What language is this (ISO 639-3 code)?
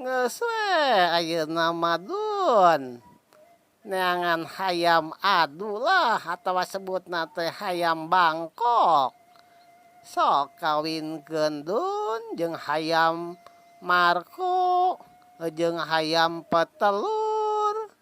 sun